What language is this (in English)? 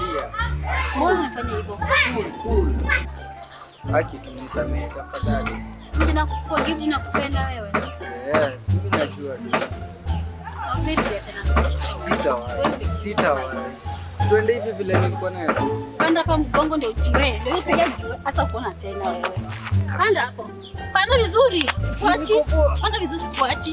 Swahili